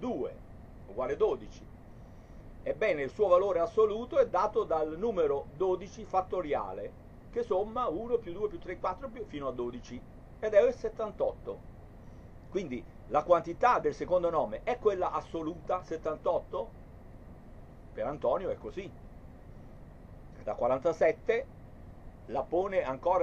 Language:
Italian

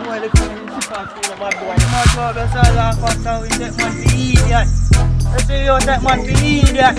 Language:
Jamaican Creole English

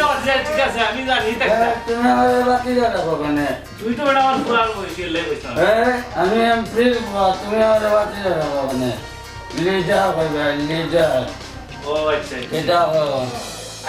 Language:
Sylheti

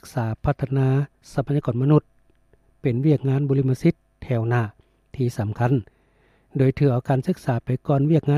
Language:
Lao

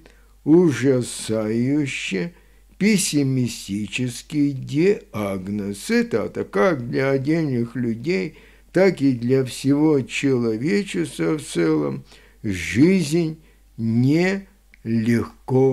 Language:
Russian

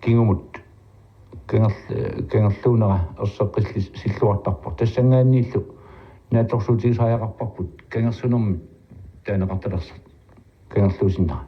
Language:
Kalaallisut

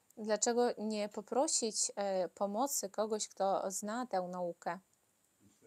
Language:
Polish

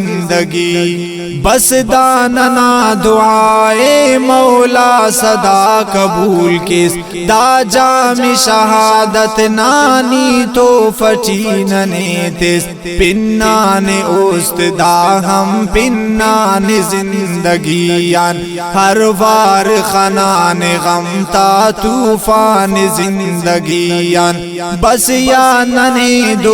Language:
Brahui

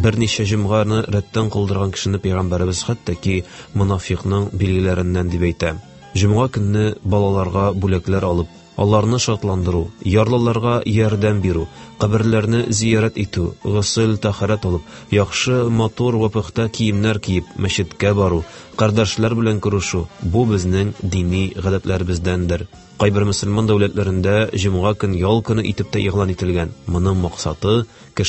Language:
Tatar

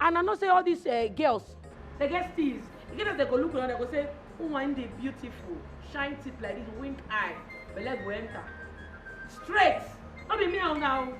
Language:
Nigerian Pidgin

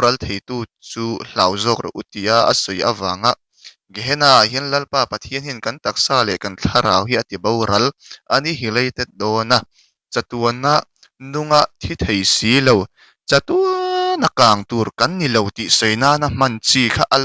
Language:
Mizo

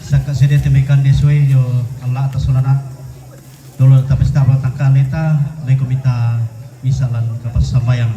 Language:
Toraja-Sa'dan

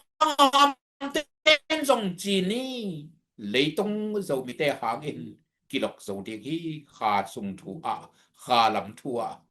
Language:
Tedim Chin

